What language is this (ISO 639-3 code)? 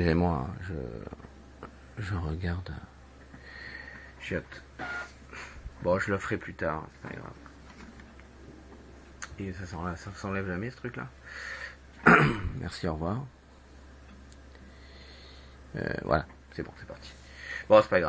fra